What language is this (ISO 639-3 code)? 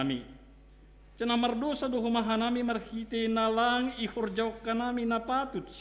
bts